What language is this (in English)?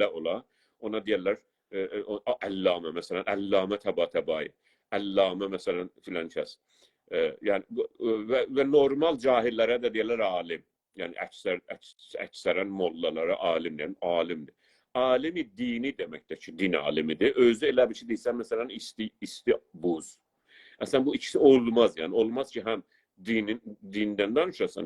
South Azerbaijani